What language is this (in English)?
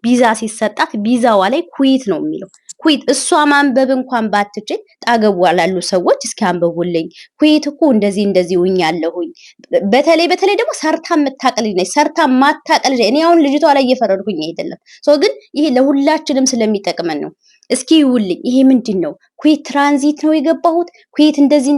Amharic